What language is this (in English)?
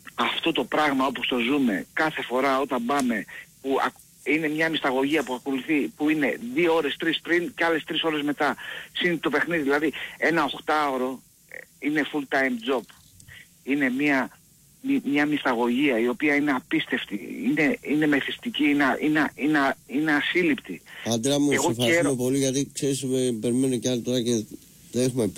Greek